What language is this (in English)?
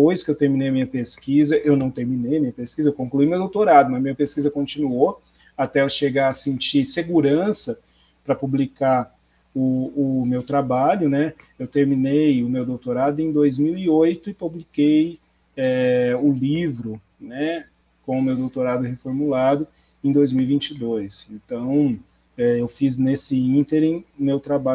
Portuguese